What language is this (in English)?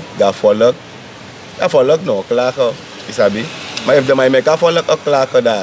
Sranan Tongo